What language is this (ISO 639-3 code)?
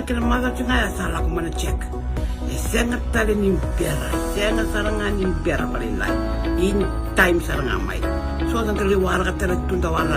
fij